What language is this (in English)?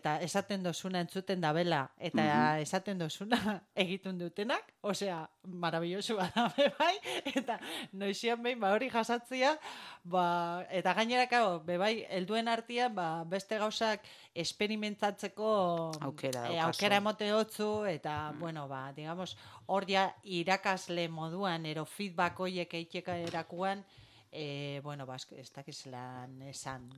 Basque